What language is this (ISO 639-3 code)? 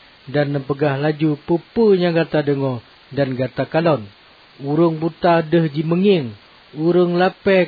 ace